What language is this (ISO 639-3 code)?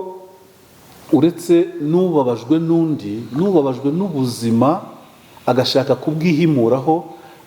kin